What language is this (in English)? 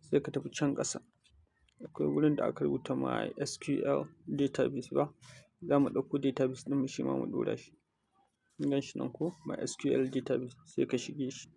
Hausa